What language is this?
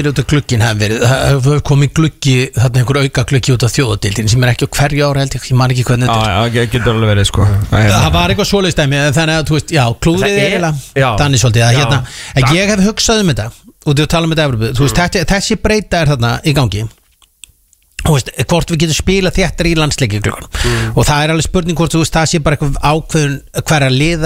Icelandic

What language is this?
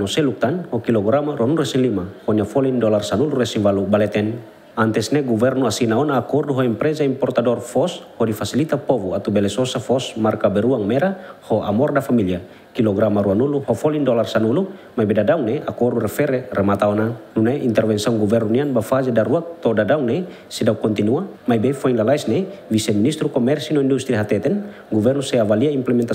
Tetum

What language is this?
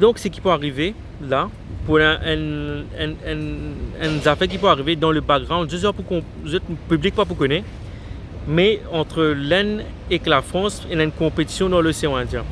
Morisyen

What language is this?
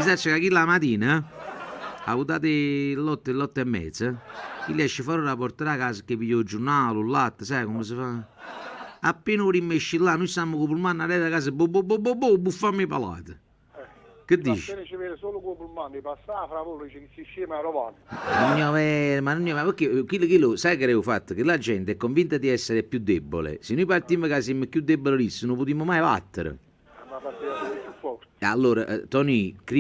Neapolitan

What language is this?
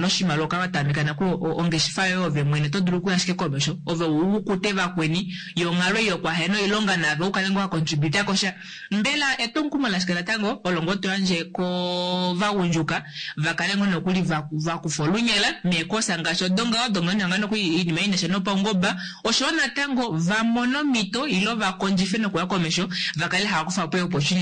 Kuanyama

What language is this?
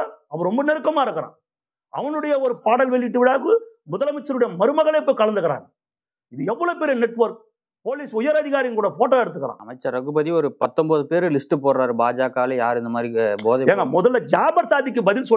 Tamil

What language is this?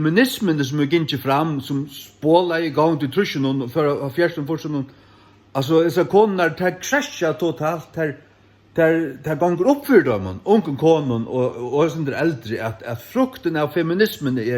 Faroese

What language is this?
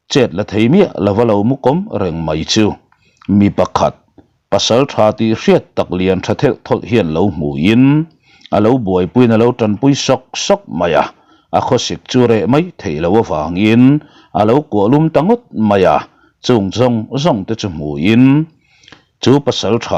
Mizo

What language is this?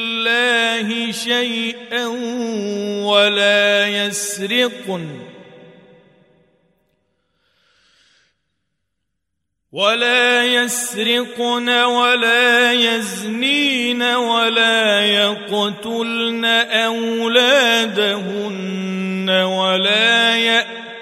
Arabic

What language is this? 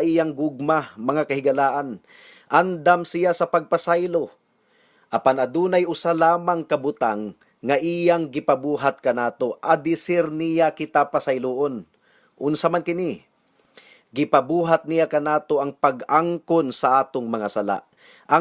Cebuano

